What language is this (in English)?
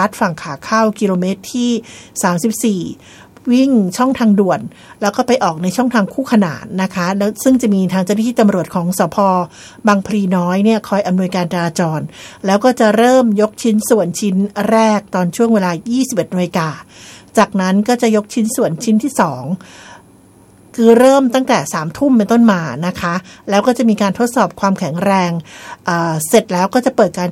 Thai